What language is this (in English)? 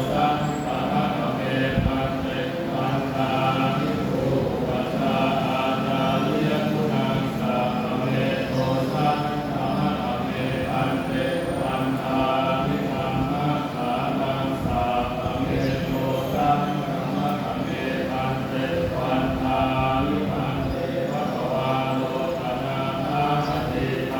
Pali